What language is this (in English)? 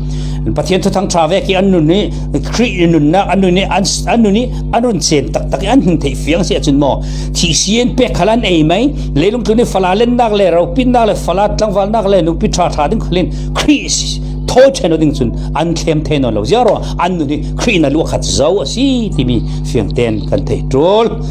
Falam Chin